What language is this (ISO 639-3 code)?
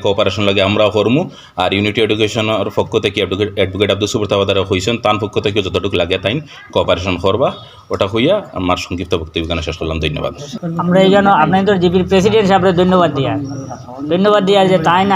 syl